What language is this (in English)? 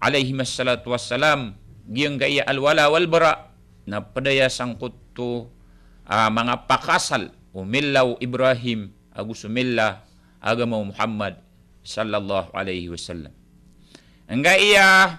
Maranao